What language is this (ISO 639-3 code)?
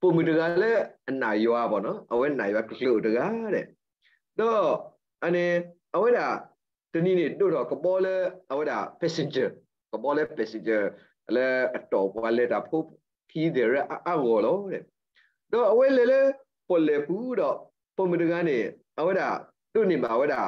ksw